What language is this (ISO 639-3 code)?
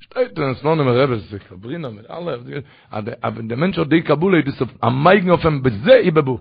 yid